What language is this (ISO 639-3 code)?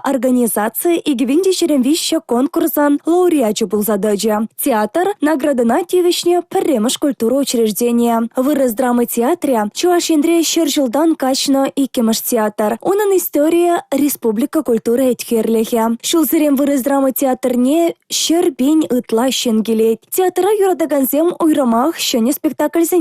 chv